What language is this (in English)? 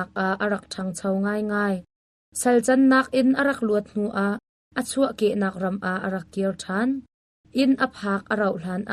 Hakha Chin